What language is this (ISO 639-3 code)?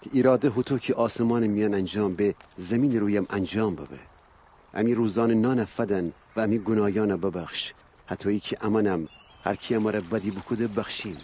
glk